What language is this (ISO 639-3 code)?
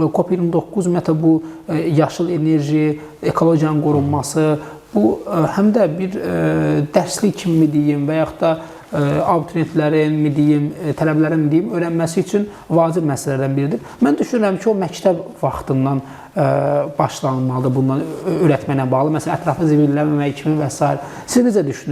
aze